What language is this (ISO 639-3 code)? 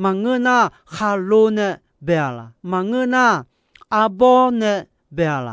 ahk